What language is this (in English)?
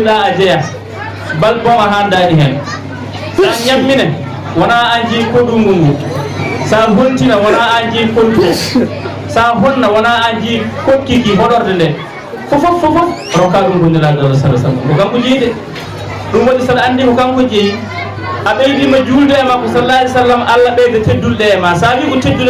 Fula